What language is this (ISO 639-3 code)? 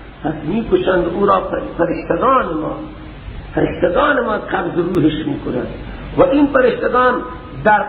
fas